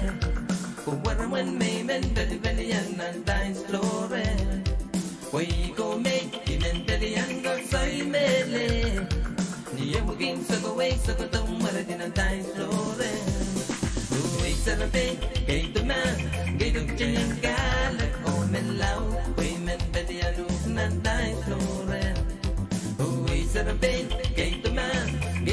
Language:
Pohnpeian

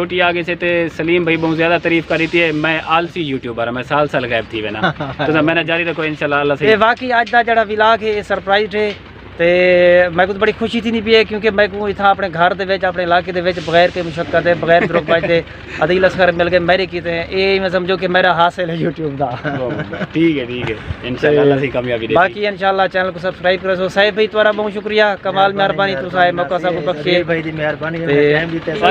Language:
Saraiki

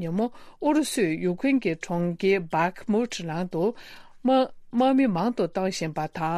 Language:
Tibetan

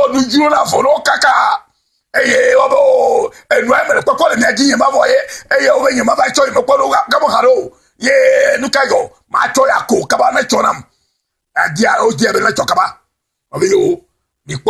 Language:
Ewe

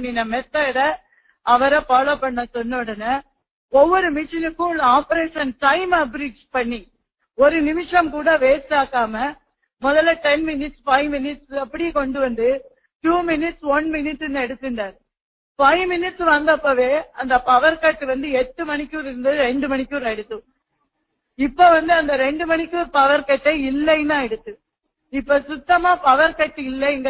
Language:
Tamil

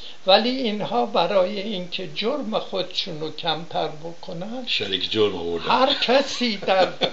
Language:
Persian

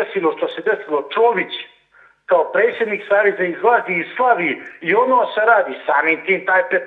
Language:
Serbian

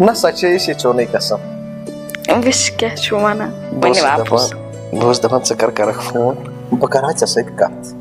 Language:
Kashmiri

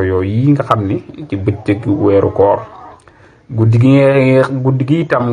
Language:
Wolof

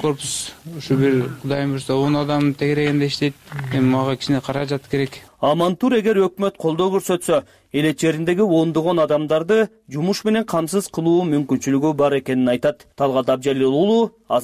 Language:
Kyrgyz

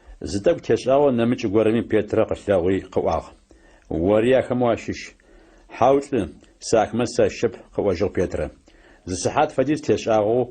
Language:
Adyghe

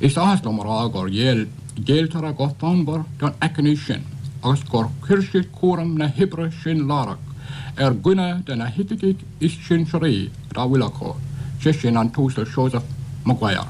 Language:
Irish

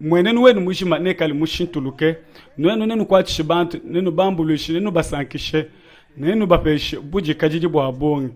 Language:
Luba-Lulua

